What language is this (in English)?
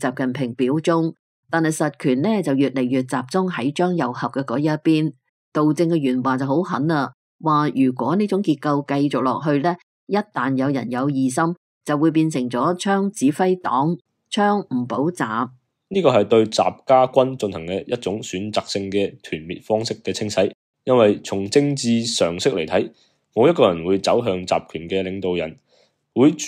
Cantonese